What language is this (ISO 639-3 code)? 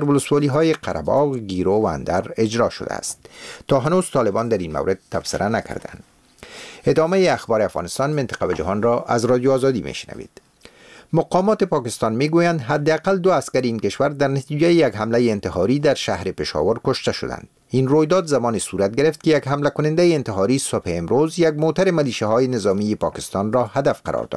fas